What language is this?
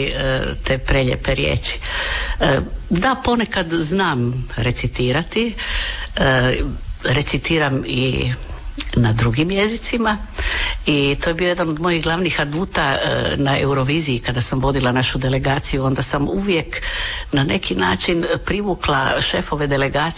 Croatian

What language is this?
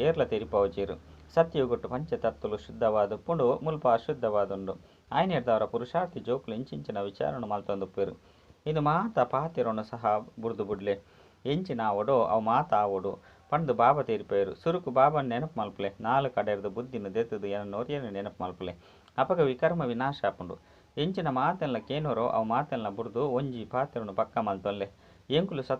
Tulu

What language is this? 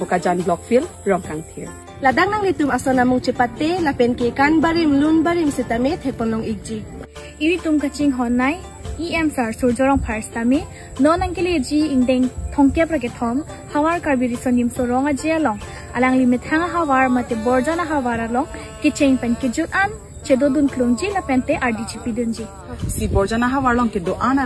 Karbi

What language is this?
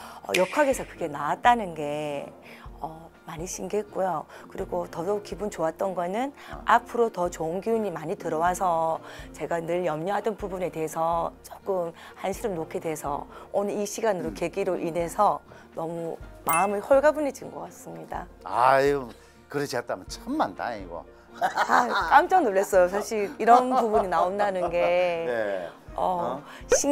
Korean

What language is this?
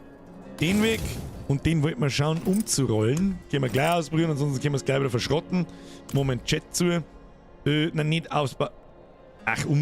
Bavarian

